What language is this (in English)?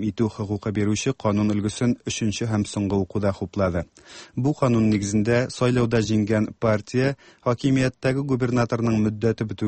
Tatar